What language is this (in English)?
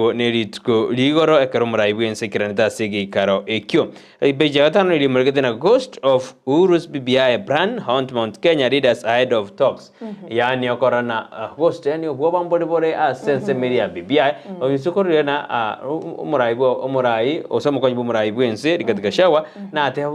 Gusii